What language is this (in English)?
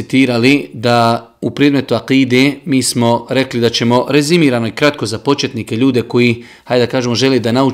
Bosnian